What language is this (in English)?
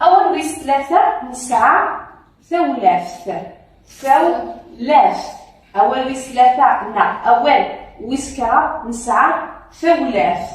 Kabyle